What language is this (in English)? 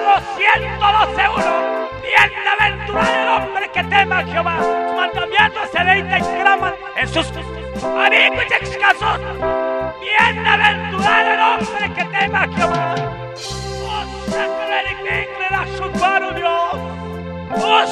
Kekchí